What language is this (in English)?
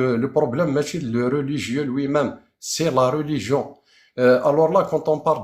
Kabyle